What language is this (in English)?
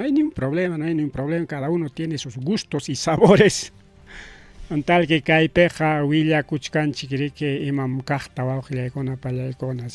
Ayacucho Quechua